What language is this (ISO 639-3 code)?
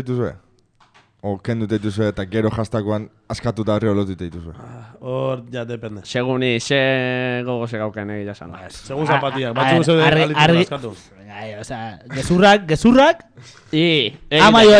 eus